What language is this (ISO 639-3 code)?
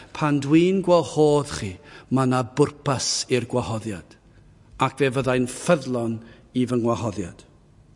cym